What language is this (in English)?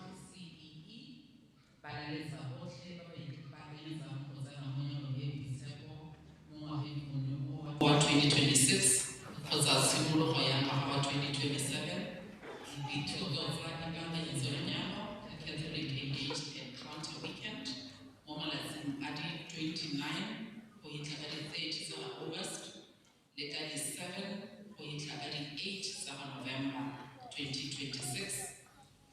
Tswana